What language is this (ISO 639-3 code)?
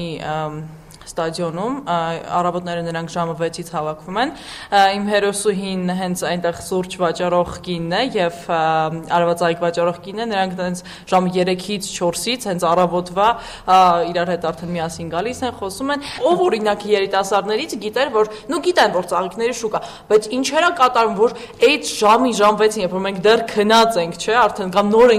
hye